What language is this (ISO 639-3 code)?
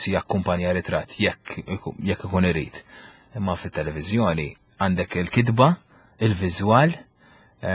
mlt